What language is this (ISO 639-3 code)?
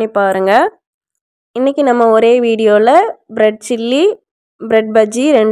tam